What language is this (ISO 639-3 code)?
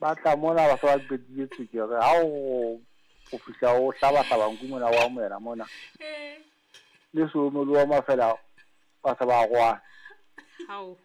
sot